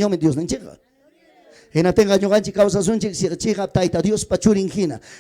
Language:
Ayacucho Quechua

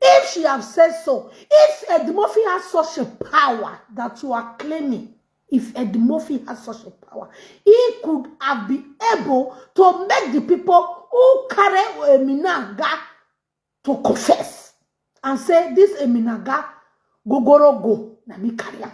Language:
Nigerian Pidgin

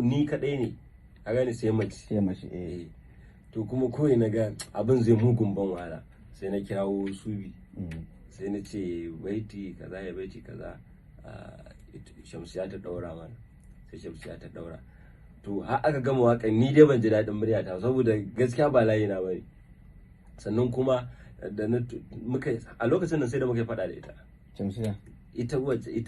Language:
Hausa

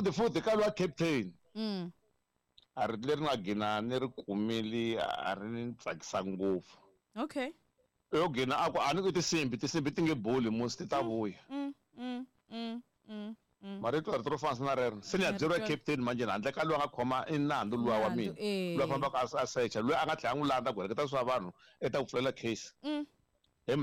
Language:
Tsonga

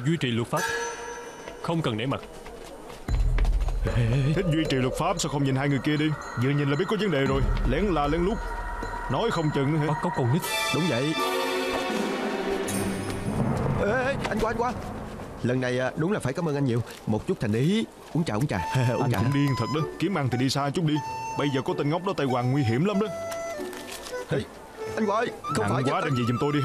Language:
Vietnamese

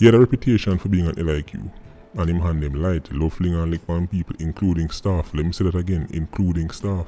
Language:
Jamaican Creole English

